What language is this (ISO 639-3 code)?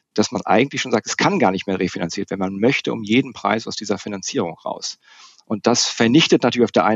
deu